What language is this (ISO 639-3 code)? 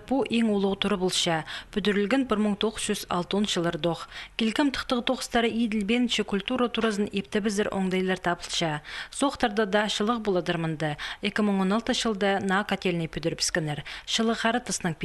kjh